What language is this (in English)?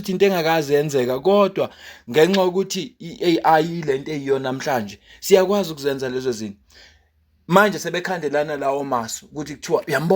Zulu